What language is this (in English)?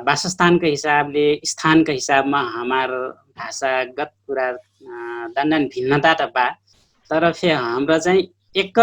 Dangaura Tharu